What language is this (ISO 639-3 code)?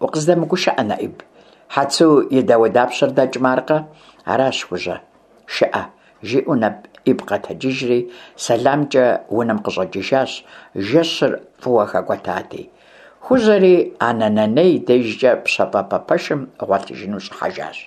kbd